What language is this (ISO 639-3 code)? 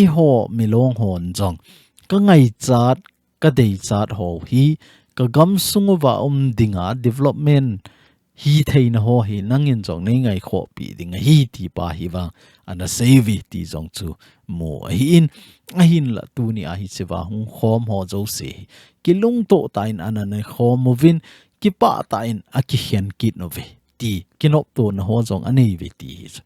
tcz